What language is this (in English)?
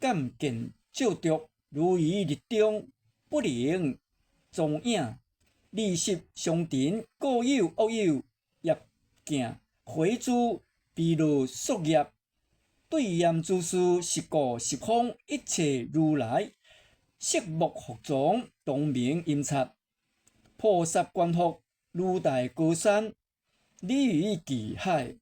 Min Nan Chinese